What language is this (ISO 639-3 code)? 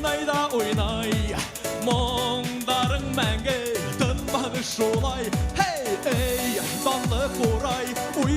bak